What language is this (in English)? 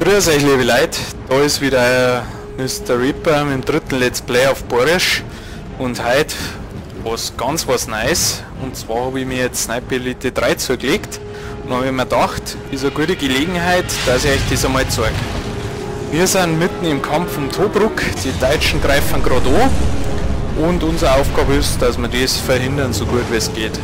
Bavarian